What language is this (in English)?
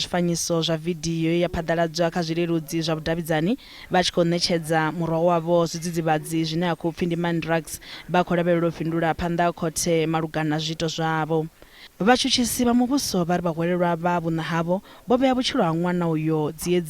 Venda